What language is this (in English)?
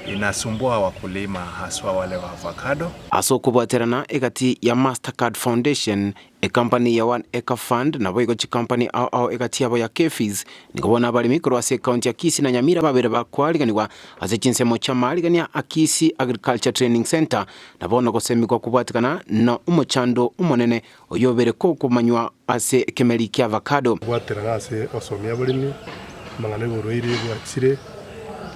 Gusii